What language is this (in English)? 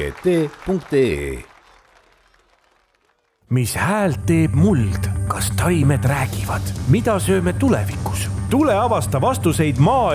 Estonian